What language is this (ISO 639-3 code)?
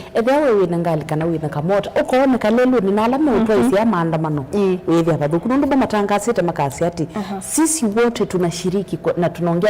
kam